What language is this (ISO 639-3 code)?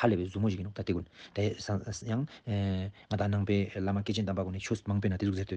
lbj